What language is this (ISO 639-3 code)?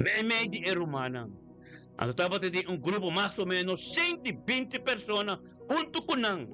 pap